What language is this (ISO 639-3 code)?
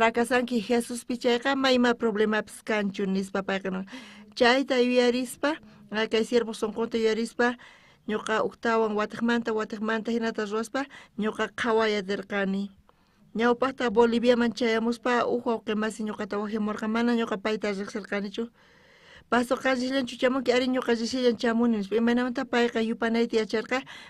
quh